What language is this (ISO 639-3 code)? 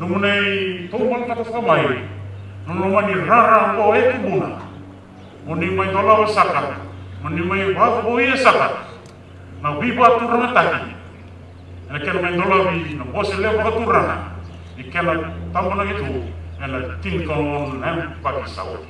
fij